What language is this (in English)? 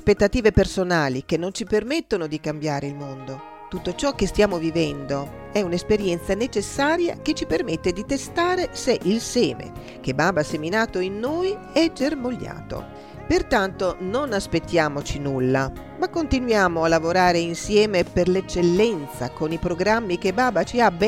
Italian